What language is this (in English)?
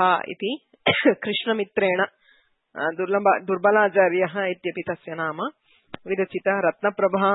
Sanskrit